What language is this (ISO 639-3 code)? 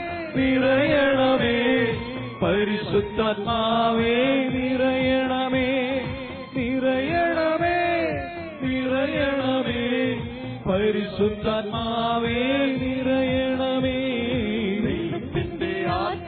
mal